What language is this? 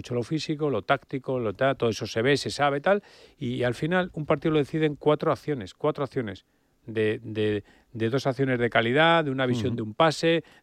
Spanish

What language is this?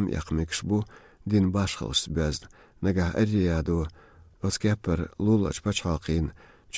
Chechen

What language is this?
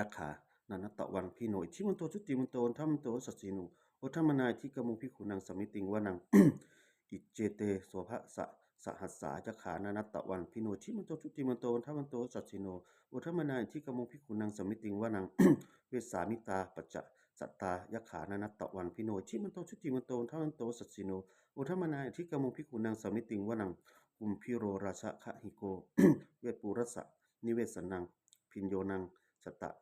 Pali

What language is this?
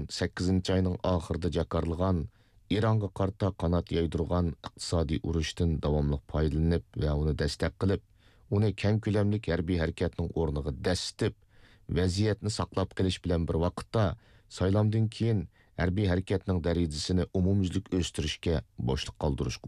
Uyghur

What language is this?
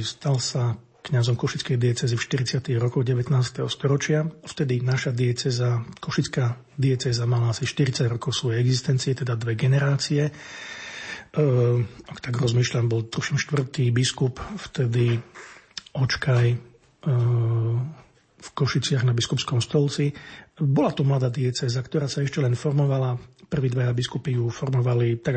Slovak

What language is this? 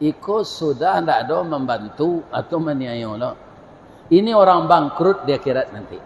Minangkabau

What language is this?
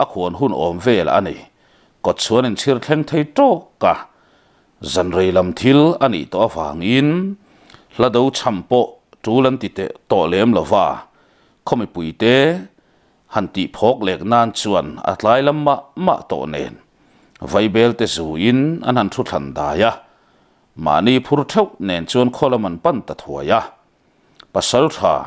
Mizo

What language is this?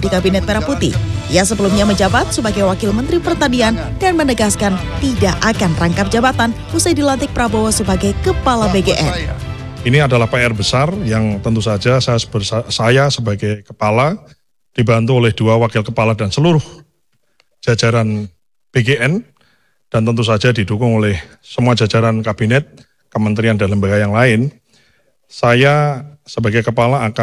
Indonesian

